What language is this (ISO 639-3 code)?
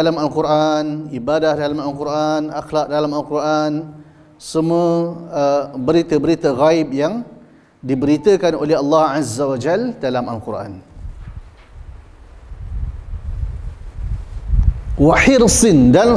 msa